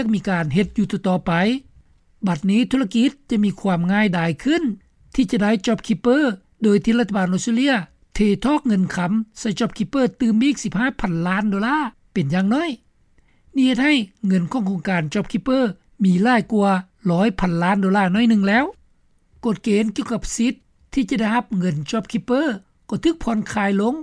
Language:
Lao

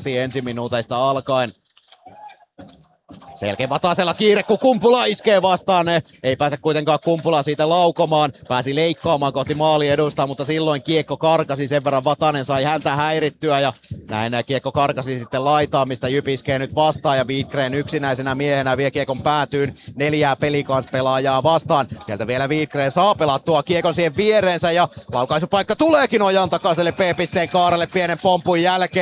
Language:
Finnish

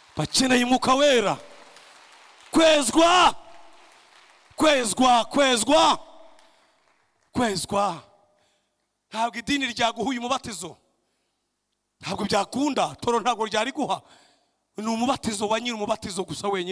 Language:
Kinyarwanda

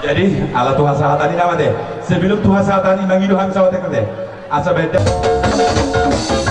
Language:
Batak Toba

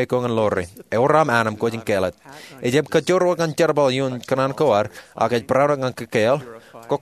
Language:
Marshallese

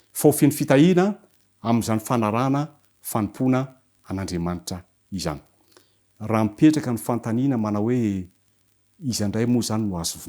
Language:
Malagasy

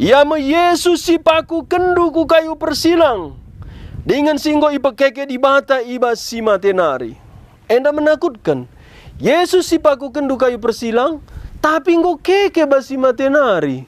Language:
Batak Karo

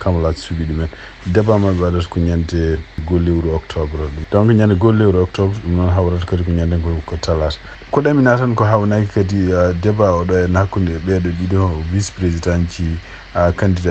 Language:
Fula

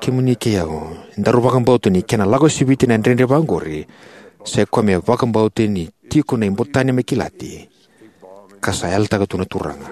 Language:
Fijian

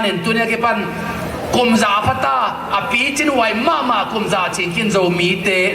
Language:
Tedim Chin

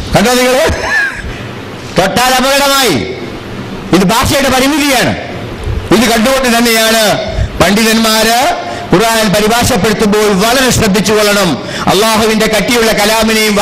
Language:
Malayalam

